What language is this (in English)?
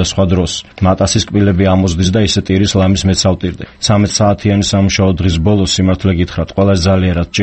Georgian